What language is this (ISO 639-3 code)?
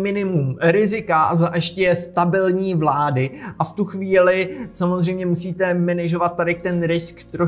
ces